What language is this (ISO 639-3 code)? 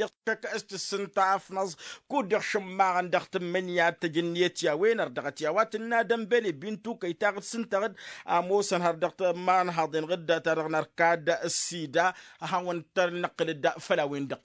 taq